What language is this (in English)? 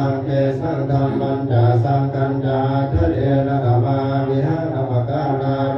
Pali